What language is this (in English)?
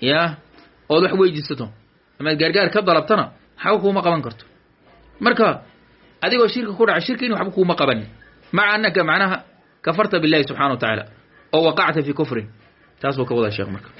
Somali